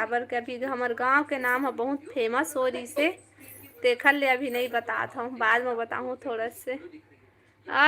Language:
Chhattisgarhi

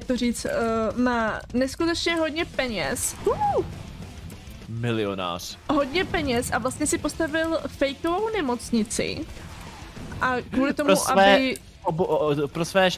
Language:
Czech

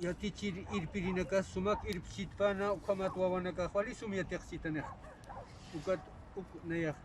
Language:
Aymara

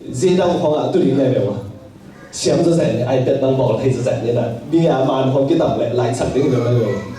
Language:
Tedim Chin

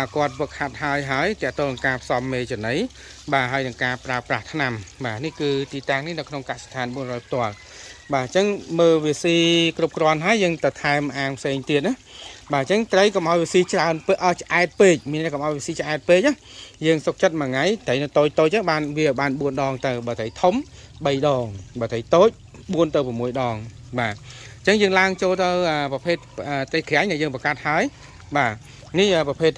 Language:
Khmer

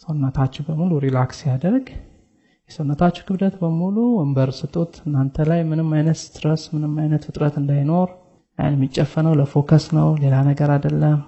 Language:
Amharic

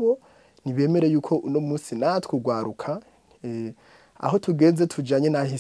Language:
Rundi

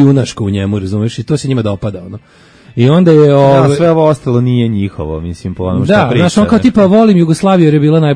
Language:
Serbian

